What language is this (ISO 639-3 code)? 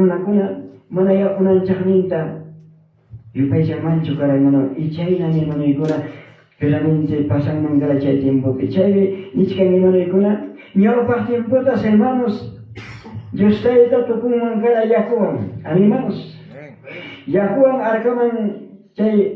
quy